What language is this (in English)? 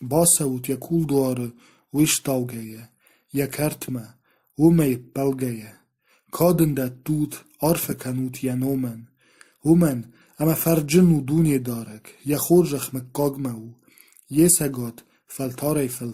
Ossetic